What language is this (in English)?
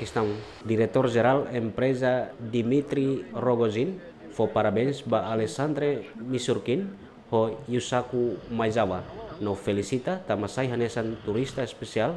Tetum